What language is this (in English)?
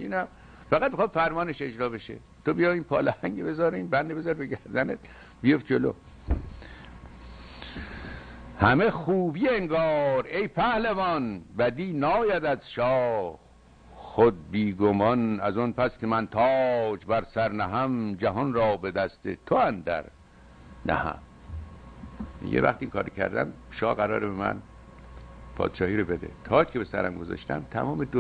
Persian